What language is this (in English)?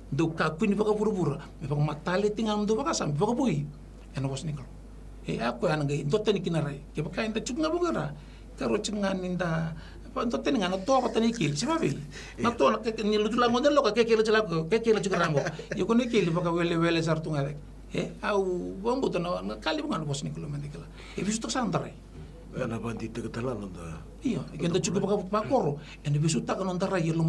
Fijian